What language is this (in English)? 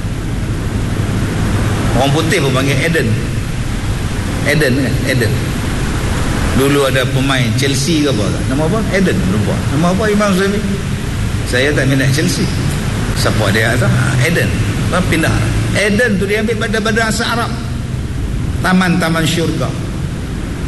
Malay